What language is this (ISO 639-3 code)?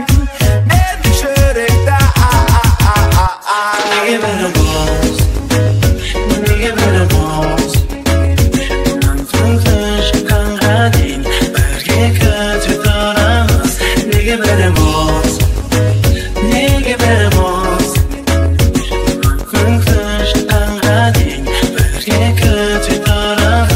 kaz